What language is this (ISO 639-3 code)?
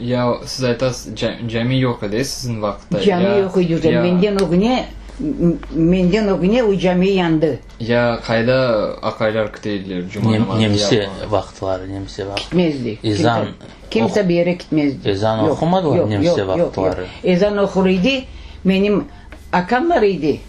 crh